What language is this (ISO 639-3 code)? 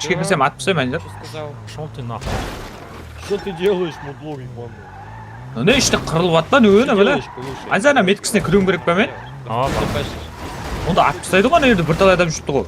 kaa